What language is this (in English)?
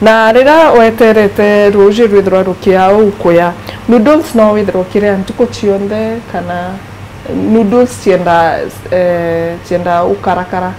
Meru